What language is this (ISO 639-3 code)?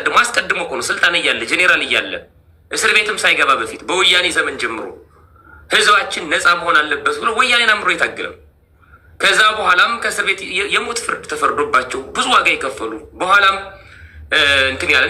amh